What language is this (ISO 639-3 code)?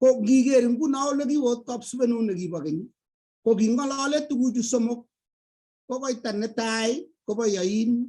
kln